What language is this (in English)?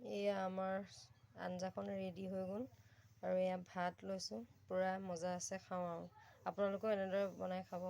Assamese